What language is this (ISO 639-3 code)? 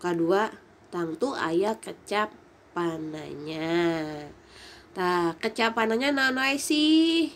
sun